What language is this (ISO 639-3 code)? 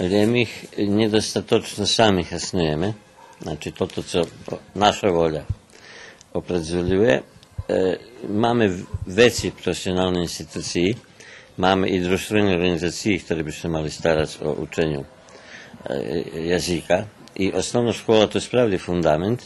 rue